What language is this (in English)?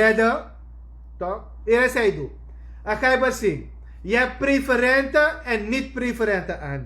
Sranan Tongo